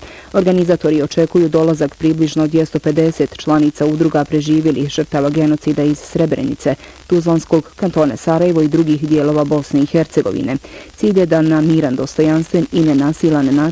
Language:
Bosnian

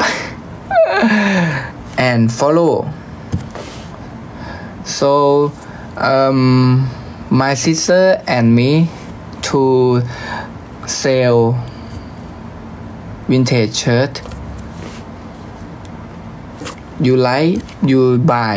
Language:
Thai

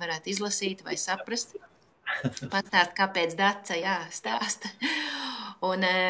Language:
Latvian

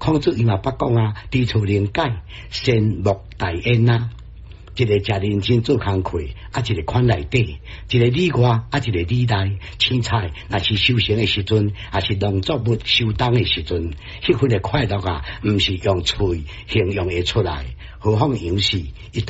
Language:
Min Nan Chinese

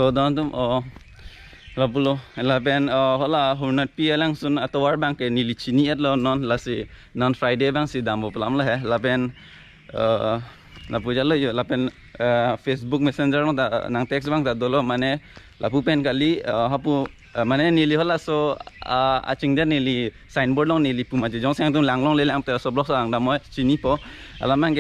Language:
Karbi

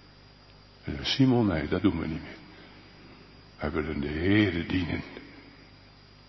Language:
Dutch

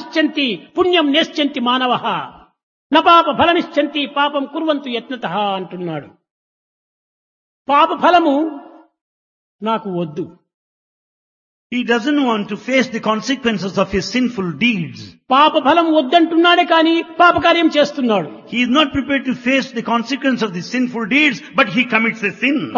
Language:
Telugu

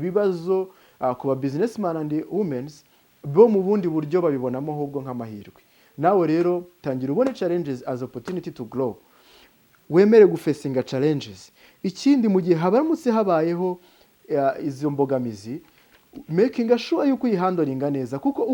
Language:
Kinyarwanda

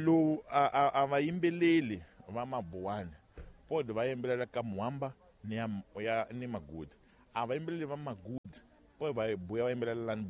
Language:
Tsonga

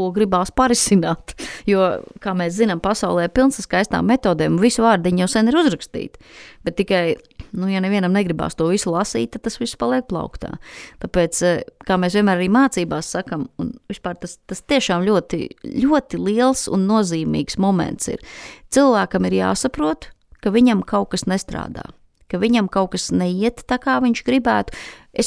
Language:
Latvian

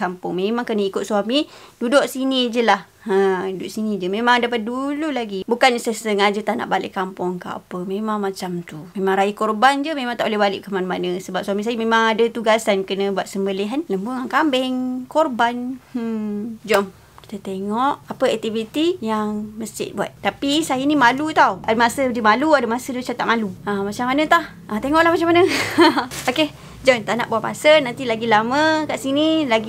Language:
Malay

